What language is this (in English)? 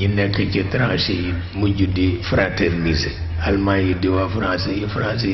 Wolof